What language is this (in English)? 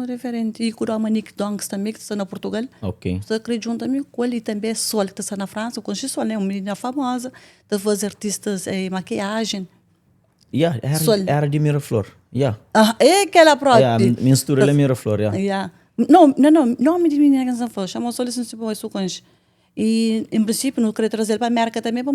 Kabuverdianu